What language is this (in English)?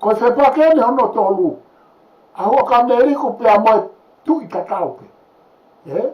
Tongan